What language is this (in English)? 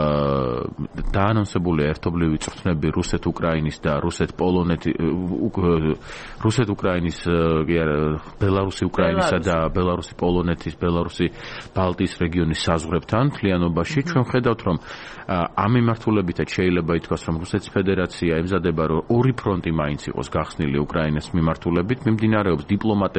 Georgian